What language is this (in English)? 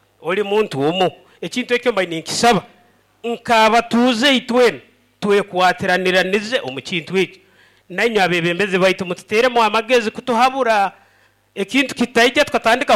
Nyoro